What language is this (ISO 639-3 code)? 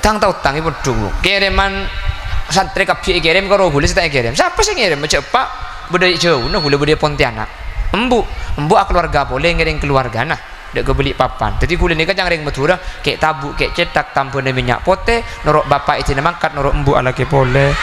mad